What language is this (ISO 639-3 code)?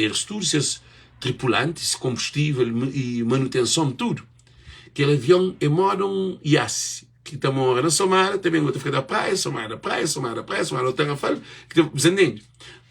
kea